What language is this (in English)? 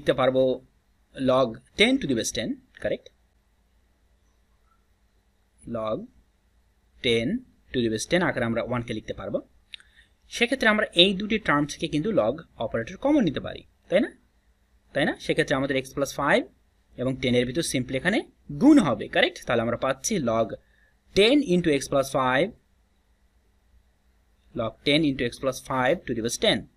Bangla